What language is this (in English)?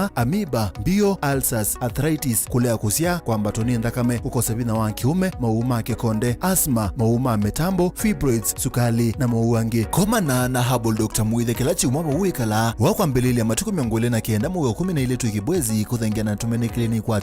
Kamba